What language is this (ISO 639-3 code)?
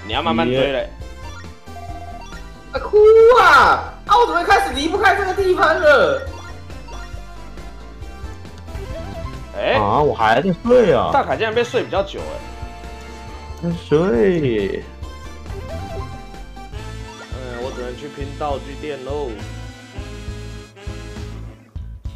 zho